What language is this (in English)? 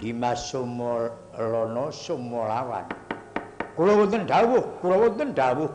Javanese